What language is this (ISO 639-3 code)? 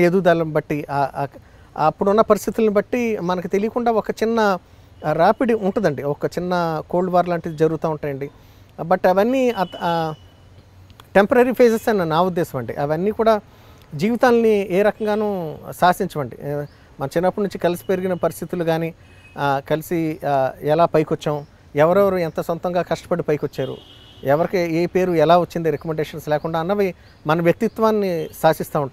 tel